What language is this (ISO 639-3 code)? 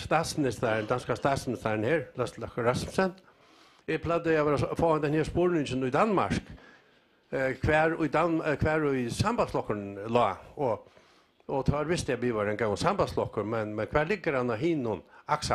fao